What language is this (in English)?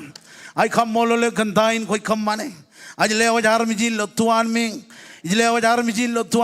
Marshallese